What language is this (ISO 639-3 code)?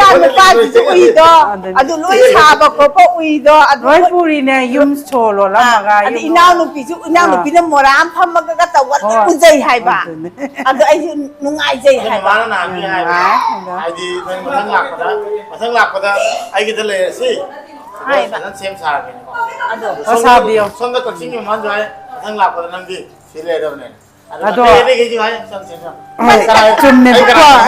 mni